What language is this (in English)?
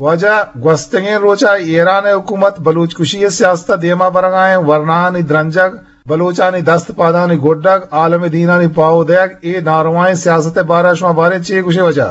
Eastern Balochi